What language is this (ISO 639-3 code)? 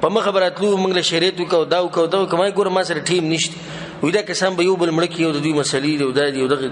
pus